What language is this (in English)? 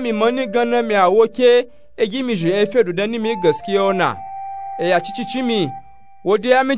Nupe-Nupe-Tako